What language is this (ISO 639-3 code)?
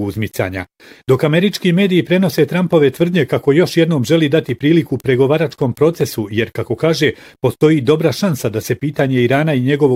bos